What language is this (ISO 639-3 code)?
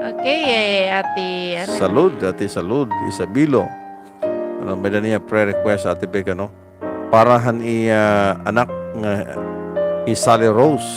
war